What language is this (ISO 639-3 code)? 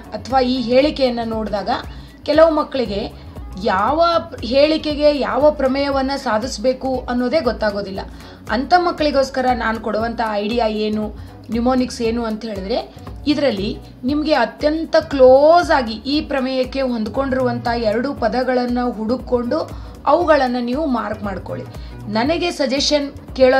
kan